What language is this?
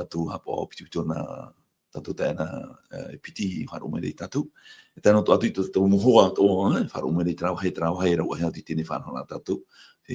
Tahitian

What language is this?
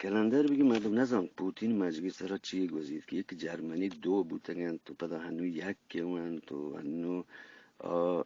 Eastern Balochi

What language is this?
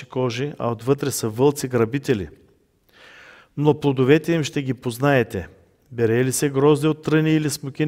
Bulgarian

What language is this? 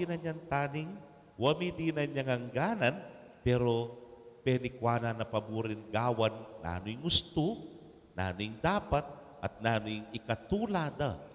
Pampanga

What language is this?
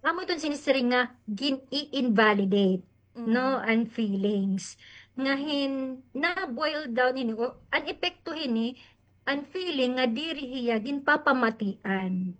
Waray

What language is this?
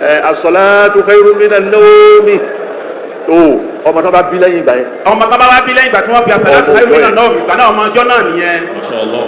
Yoruba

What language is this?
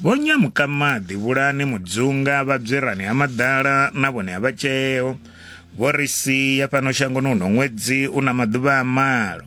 Venda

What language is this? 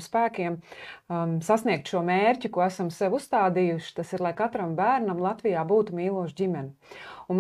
Latvian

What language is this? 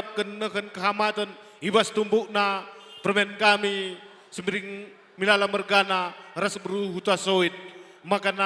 Batak Karo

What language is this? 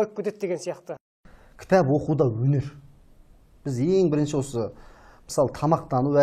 Kazakh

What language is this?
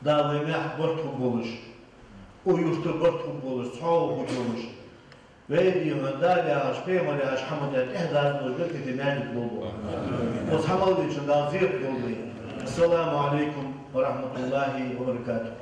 Ingush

